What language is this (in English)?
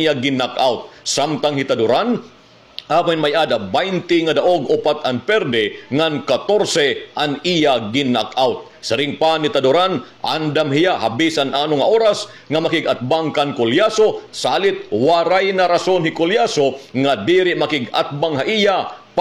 Waray